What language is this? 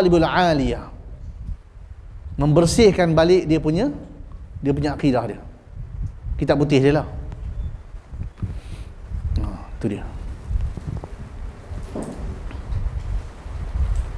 Malay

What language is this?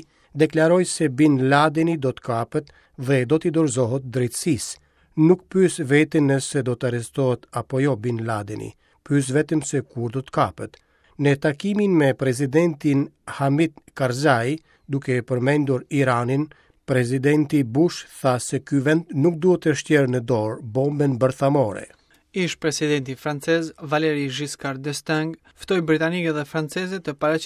Albanian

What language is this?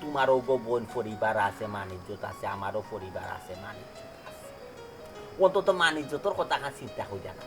Sylheti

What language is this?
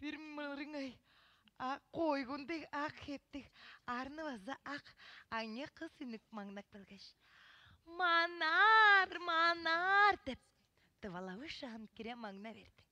Tuvinian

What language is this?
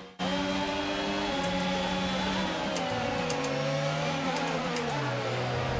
French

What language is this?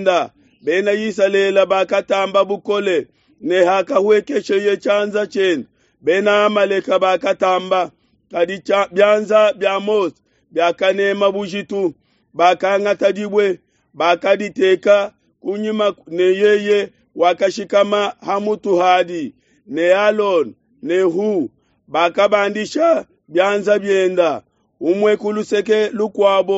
Luba-Lulua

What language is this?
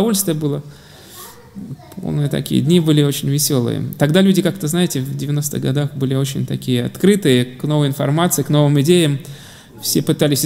Russian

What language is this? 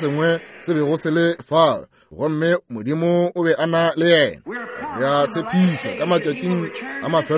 Northern Sotho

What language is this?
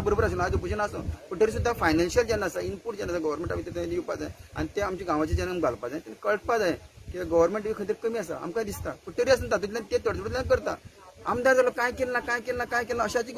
Konkani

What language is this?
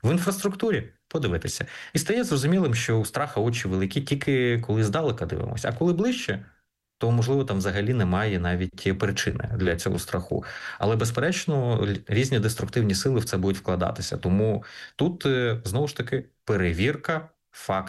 Ukrainian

